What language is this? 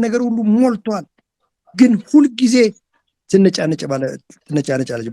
Amharic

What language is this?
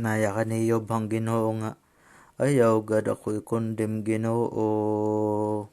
Waray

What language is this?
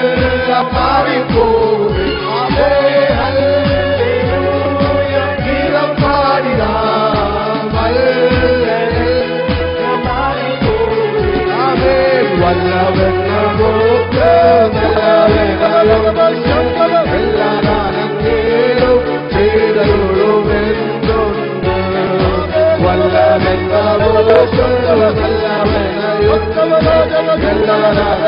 Malayalam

